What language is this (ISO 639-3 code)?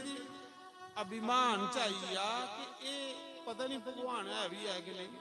doi